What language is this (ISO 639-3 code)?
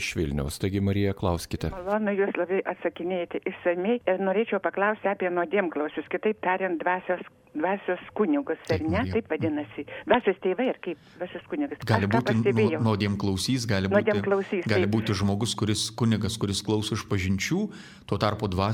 lit